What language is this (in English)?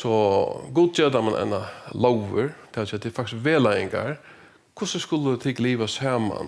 Faroese